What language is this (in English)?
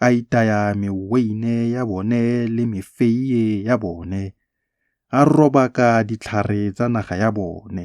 Tswana